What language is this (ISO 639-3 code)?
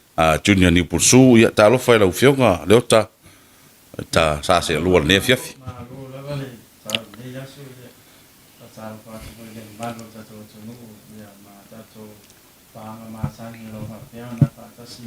smo